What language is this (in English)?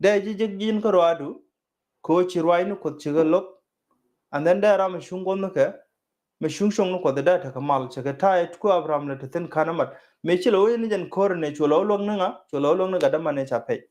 Nuer